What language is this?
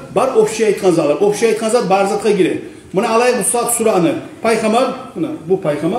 Kumyk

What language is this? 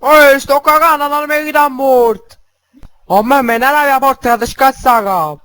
Neapolitan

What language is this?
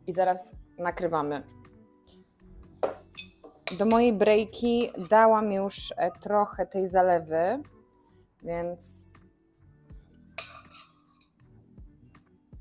Polish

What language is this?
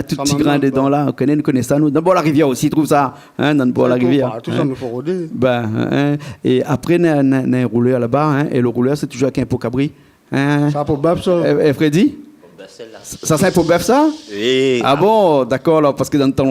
Réunion Creole French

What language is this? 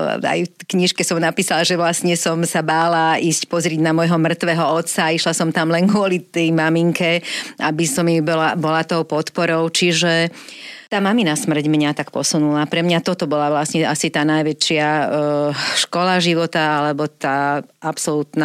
Slovak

